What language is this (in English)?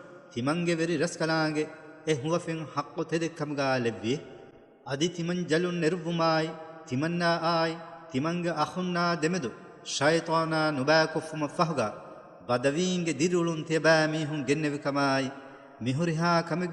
Divehi